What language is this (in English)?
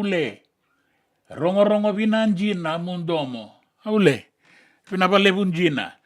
Fijian